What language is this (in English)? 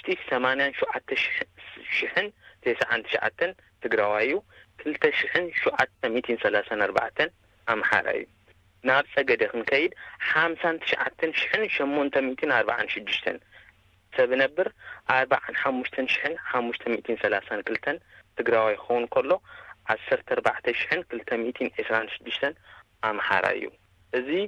Tigrinya